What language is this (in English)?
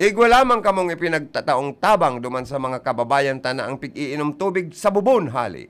Bikol